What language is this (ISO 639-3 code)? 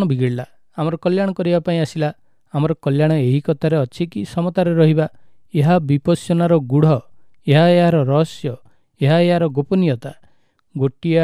ori